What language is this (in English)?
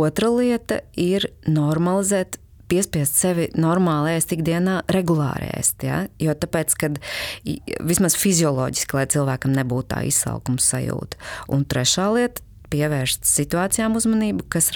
Latvian